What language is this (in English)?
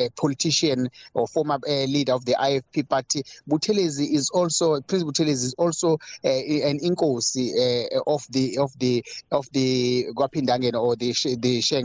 English